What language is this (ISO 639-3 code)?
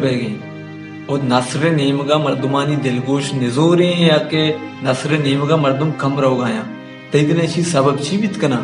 bal